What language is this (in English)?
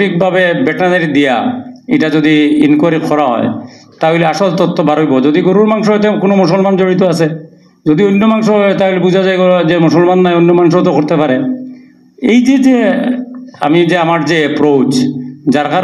Sylheti